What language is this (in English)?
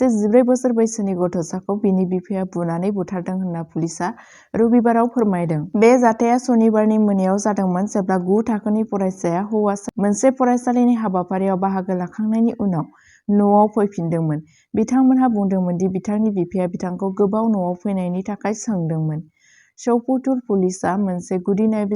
Bodo